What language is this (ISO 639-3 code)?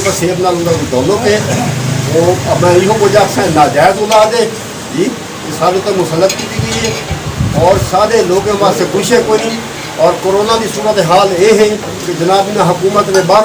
skr